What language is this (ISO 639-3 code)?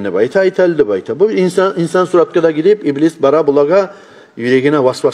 kum